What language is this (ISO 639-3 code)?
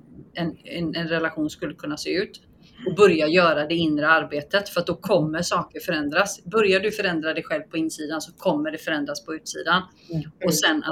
swe